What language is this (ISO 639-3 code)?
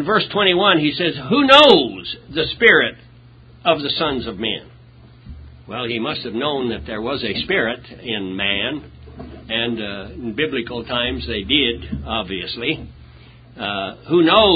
eng